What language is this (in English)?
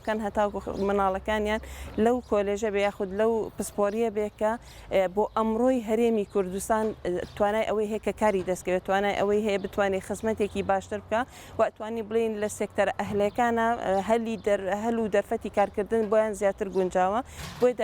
Central Kurdish